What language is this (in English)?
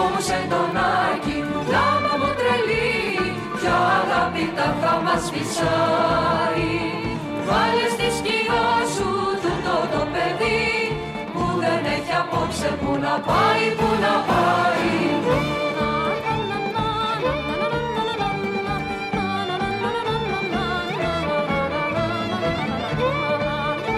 Greek